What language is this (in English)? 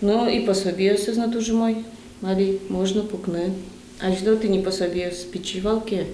Udmurt